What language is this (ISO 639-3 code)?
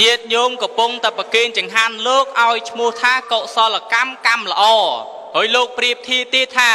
khm